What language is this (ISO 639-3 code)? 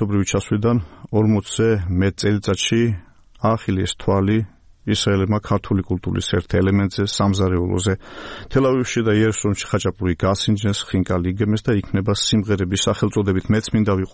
kat